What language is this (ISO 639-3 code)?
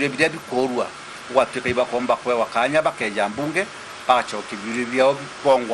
mer